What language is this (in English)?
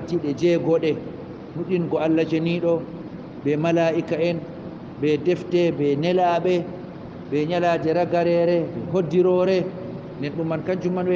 Fula